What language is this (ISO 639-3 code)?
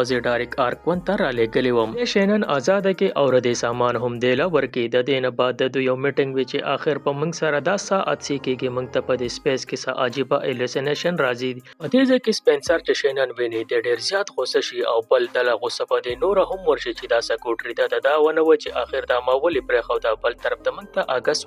pus